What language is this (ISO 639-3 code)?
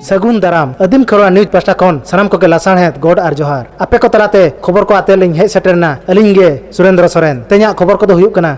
sat